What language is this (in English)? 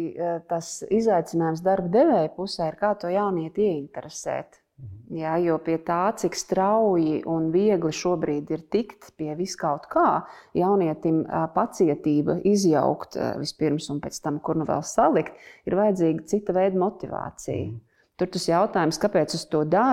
Latvian